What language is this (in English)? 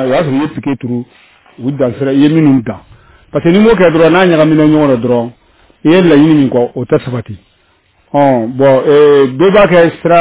Bambara